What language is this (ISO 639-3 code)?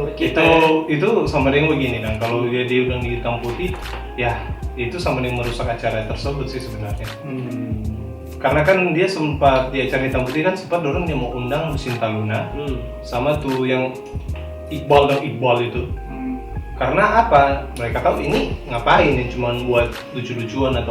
xmm